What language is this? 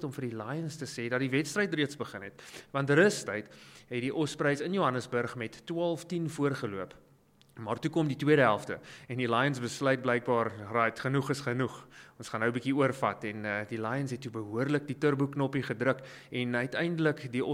Afrikaans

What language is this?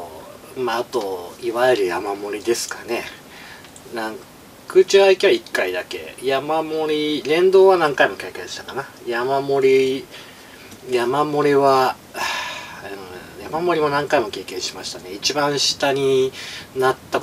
Japanese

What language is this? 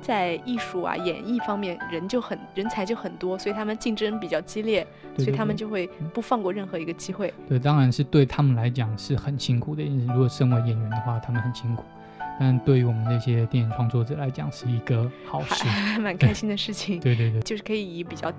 Chinese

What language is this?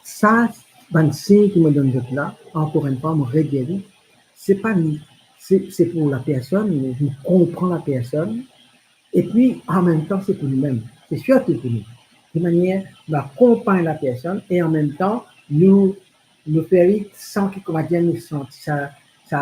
Morisyen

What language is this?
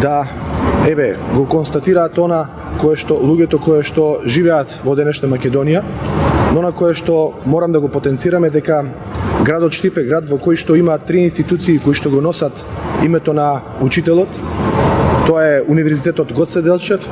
Macedonian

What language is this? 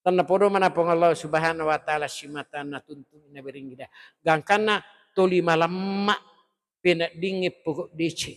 Buginese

